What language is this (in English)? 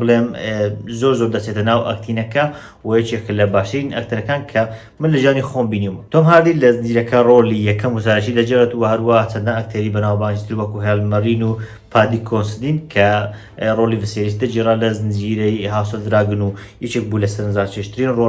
Central Kurdish